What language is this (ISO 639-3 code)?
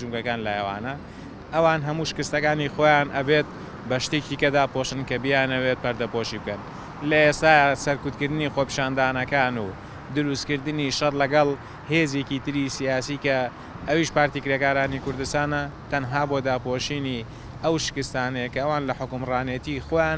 ckb